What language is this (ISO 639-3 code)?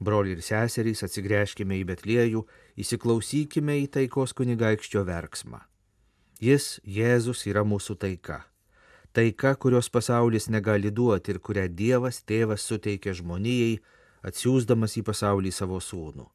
lit